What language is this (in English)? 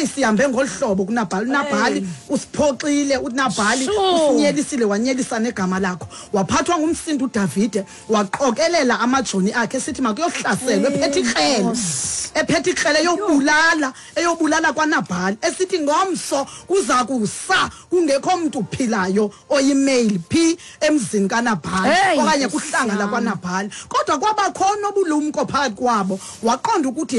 Xhosa